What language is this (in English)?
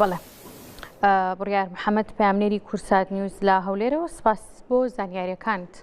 Central Kurdish